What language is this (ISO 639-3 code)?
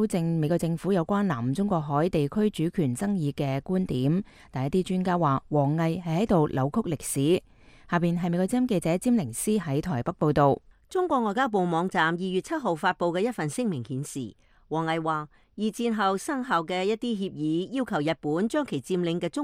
yue